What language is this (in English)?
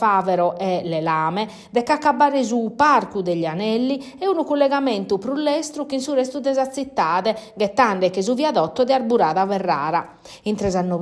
Sardinian